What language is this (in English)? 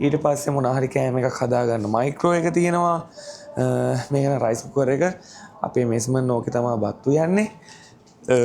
Sinhala